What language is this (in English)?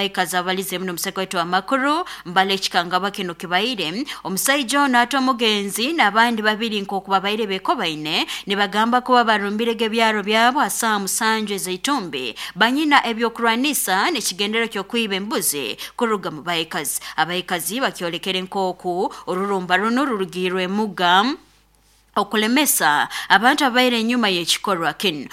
Nyankole